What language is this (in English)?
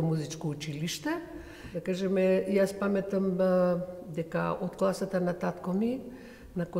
Macedonian